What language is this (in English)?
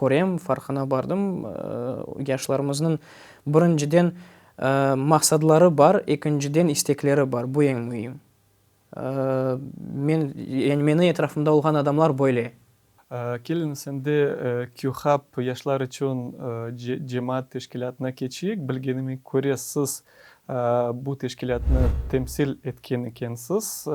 Crimean Tatar